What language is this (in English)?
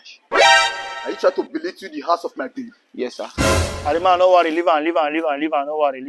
Nigerian Pidgin